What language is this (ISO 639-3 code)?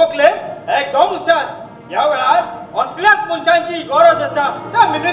kok